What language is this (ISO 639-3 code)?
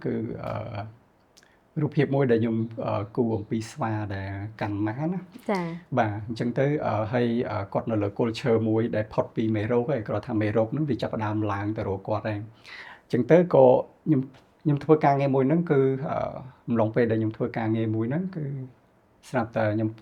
khm